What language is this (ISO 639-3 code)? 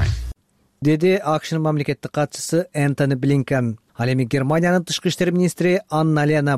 kir